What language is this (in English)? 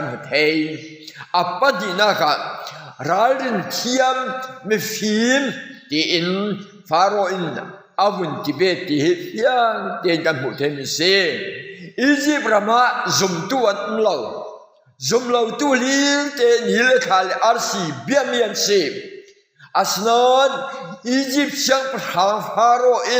Falam Chin